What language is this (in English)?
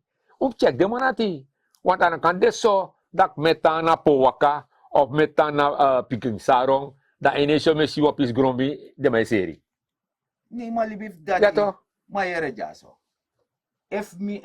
Sranan Tongo